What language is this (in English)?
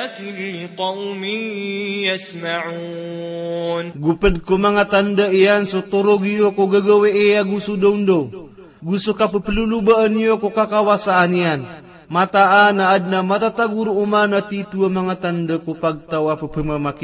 Maranao